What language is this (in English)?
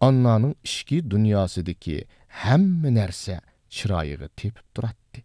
Uyghur